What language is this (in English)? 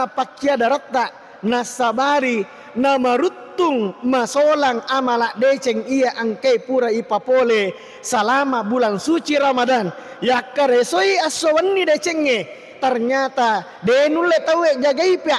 Buginese